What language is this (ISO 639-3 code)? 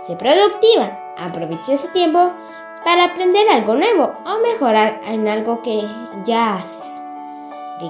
spa